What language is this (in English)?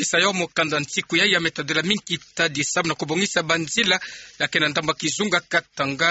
Kituba (Democratic Republic of Congo)